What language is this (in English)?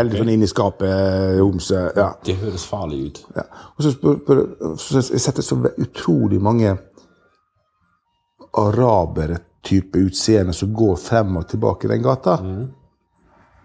Norwegian